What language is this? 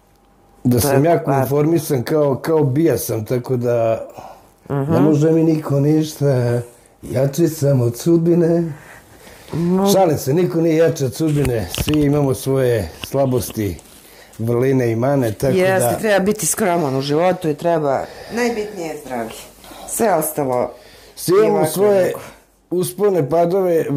Serbian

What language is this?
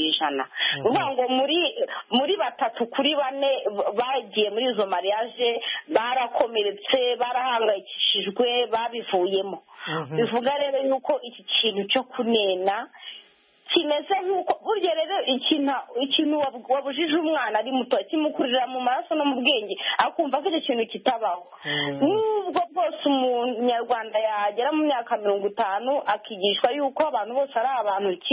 Kinyarwanda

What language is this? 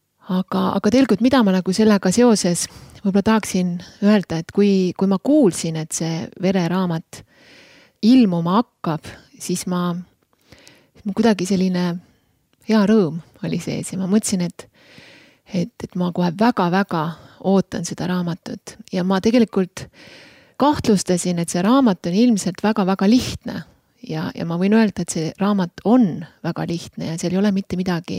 Estonian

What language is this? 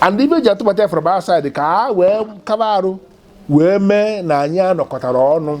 Igbo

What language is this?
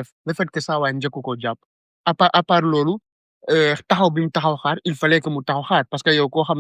Wolof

